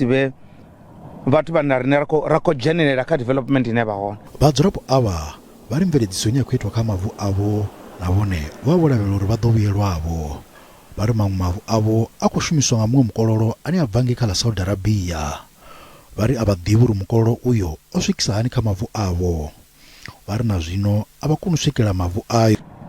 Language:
Venda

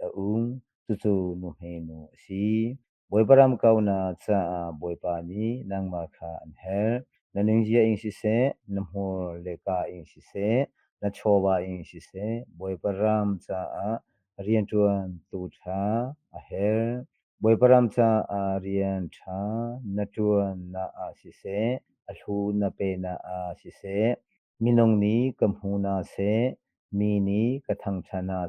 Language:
Hakha Chin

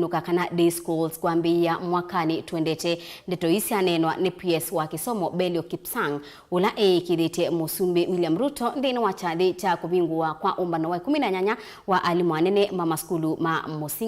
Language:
Kamba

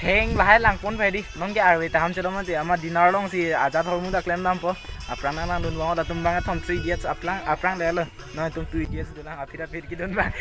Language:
Karbi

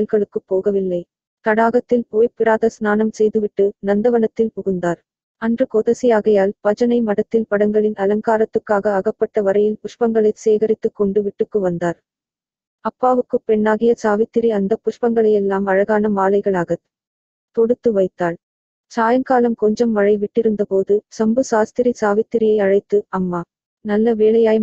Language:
Tamil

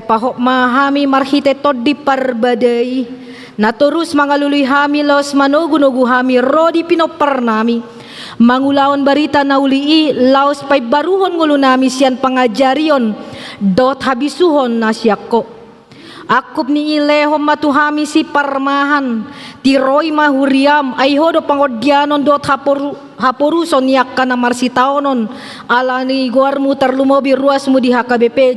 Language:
Batak Toba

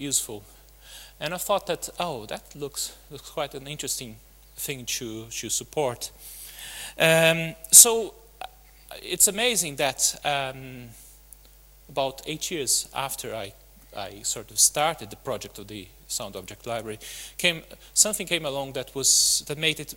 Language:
English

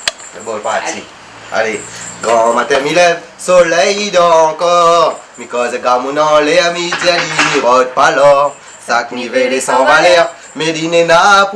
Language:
Réunion Creole French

